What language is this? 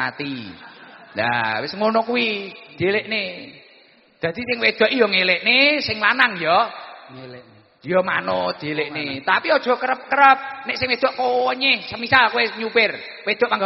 Javanese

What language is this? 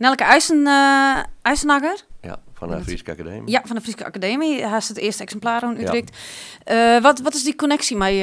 Western Frisian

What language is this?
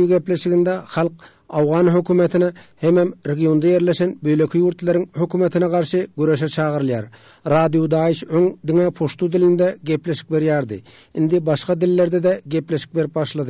Turkmen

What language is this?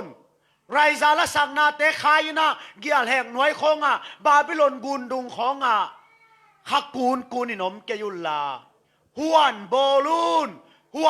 Tedim Chin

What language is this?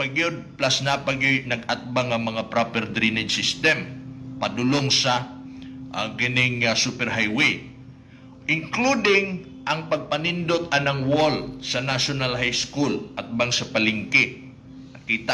Cebuano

